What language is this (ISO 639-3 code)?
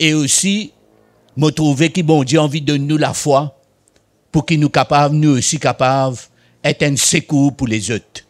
mfe